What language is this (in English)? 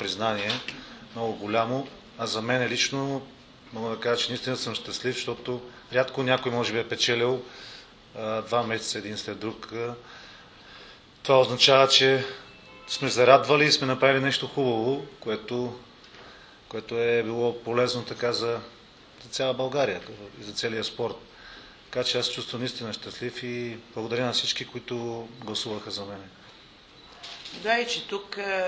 Bulgarian